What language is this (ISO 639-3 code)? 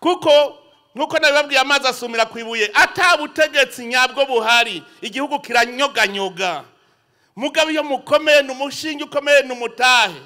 run